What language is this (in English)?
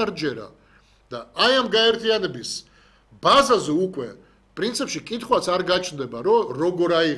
Georgian